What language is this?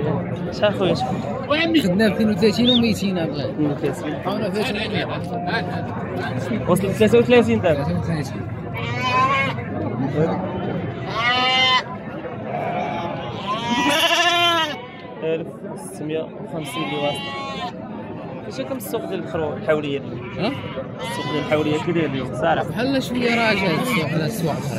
Moroccan Arabic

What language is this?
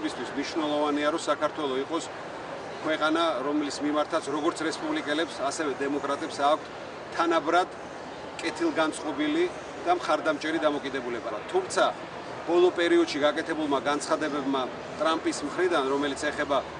Georgian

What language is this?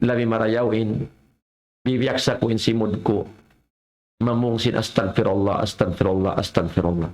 Tausug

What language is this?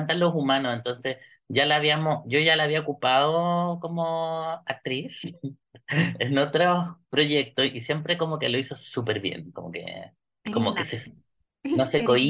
Spanish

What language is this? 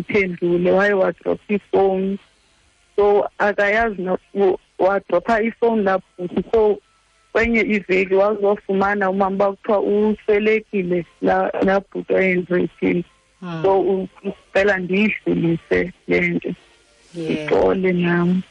Xhosa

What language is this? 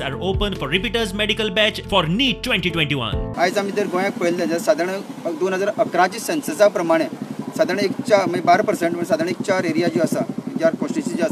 Konkani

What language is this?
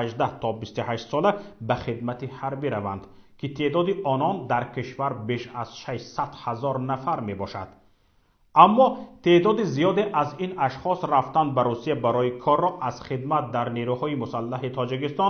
Tajik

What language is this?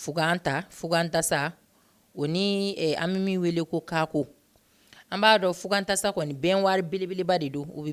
Bambara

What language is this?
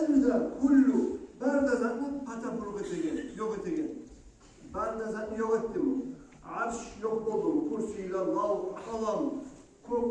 Kumyk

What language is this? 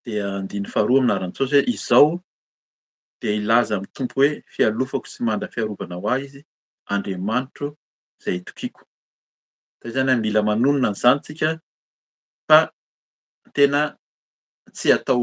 Malagasy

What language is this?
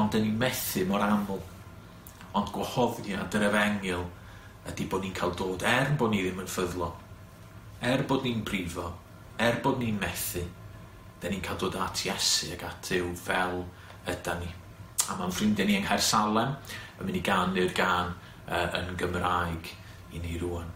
Welsh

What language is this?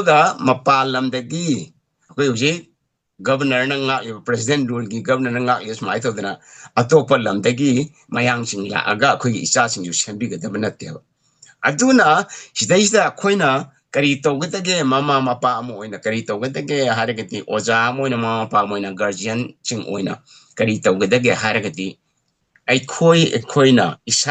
Manipuri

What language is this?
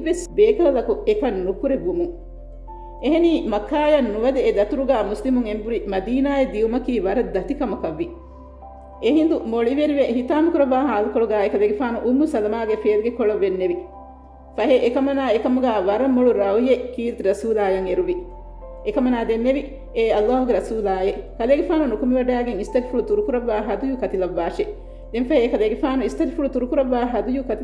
Divehi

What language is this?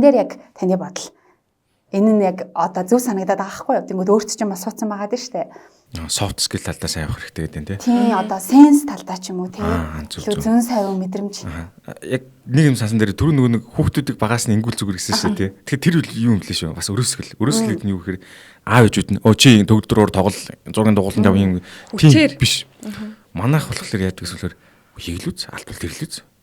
Mongolian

